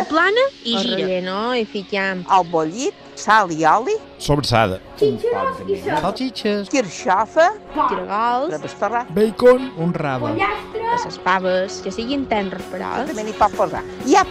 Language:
Catalan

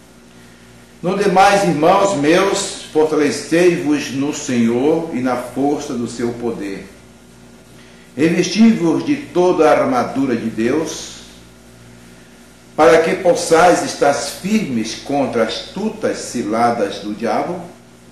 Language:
Portuguese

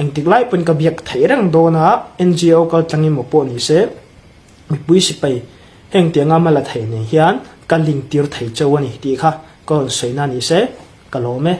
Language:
Hmar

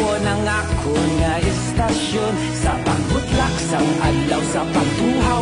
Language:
Hiligaynon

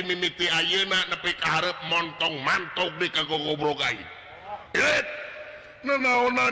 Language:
Sundanese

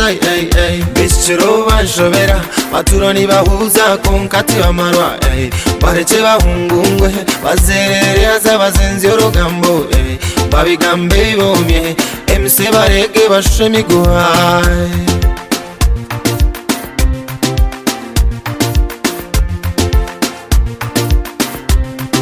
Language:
Kinyarwanda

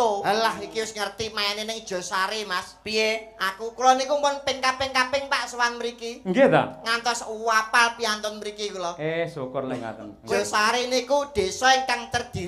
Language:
Javanese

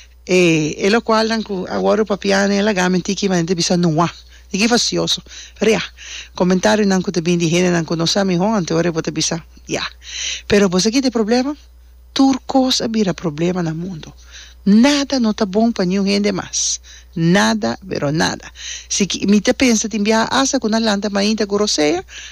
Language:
Papiamento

